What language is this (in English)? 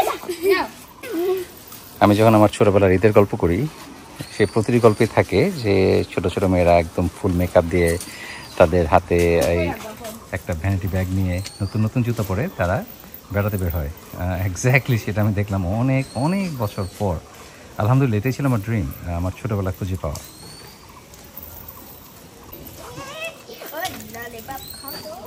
Bangla